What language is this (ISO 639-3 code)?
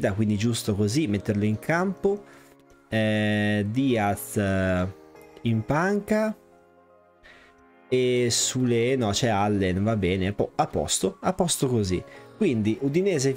ita